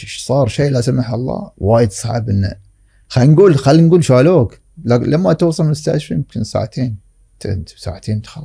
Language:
Gulf Arabic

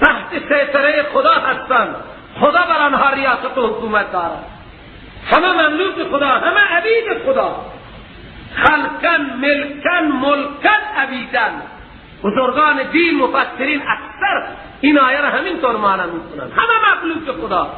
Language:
Persian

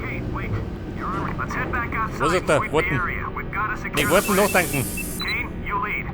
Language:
Bavarian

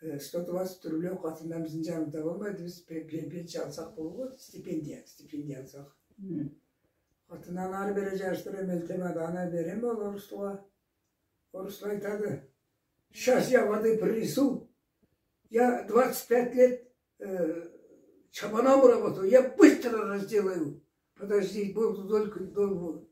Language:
Karachay-Balkar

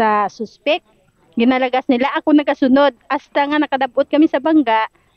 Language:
Hiligaynon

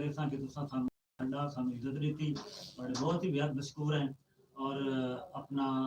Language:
Saraiki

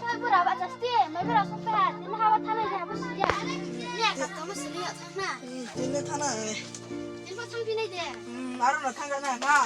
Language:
Riang (India)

